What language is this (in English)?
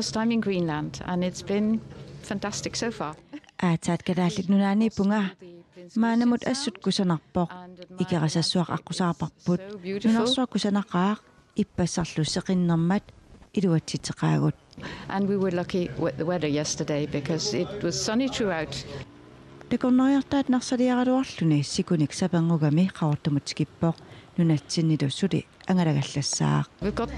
Kalaallisut